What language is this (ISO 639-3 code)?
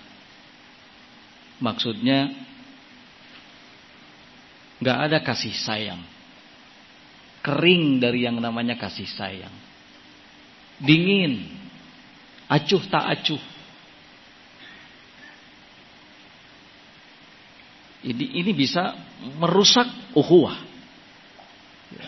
ind